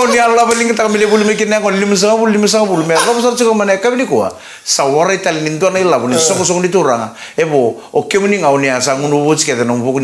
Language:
Fijian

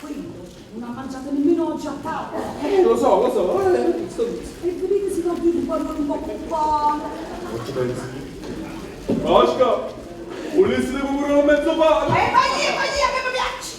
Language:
Neapolitan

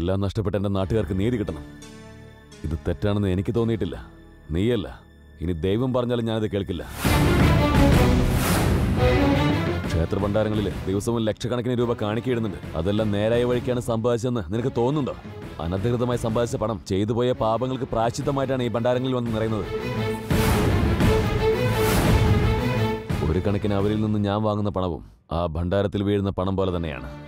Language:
Malayalam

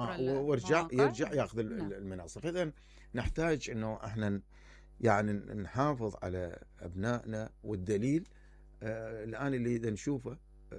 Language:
Mesopotamian Arabic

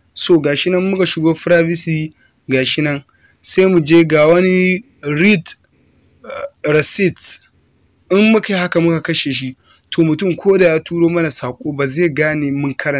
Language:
Hausa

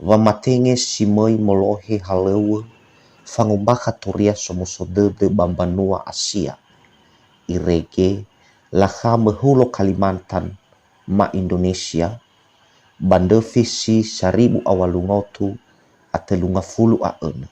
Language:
Nias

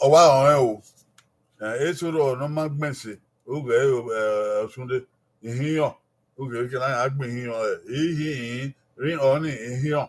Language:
Bini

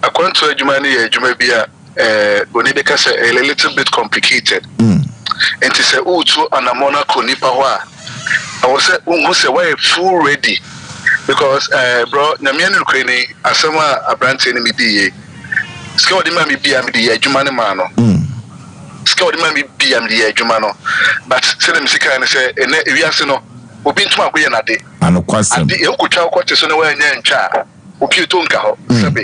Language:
Akan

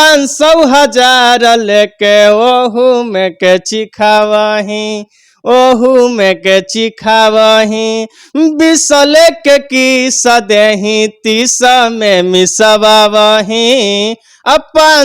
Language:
Bhojpuri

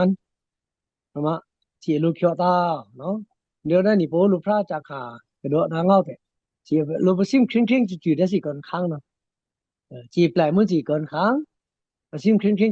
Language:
Pa'o Karen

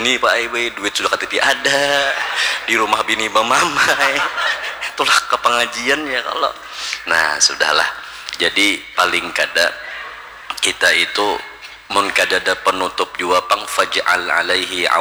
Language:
Banjar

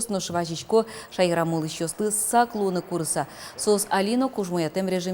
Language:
Udmurt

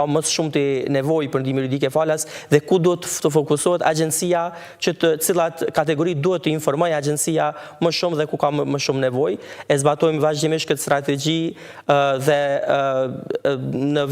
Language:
Albanian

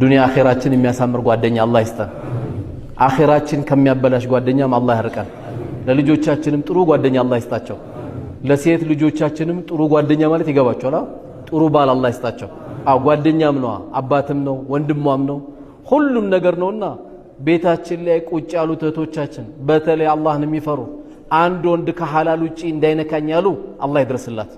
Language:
Amharic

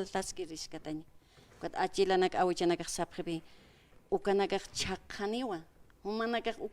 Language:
Aymara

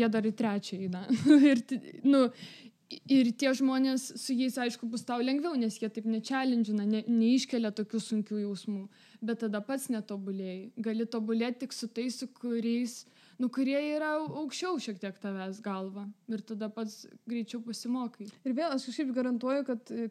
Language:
Lithuanian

